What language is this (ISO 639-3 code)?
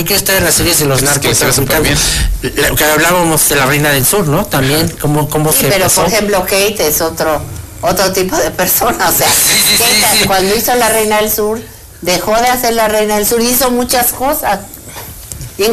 spa